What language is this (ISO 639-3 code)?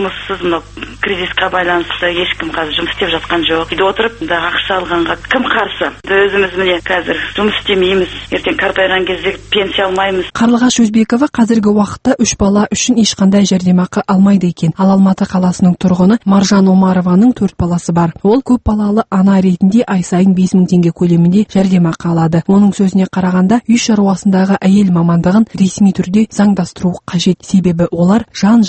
kaz